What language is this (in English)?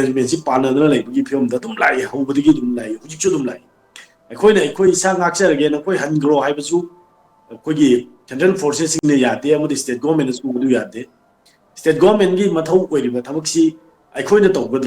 Manipuri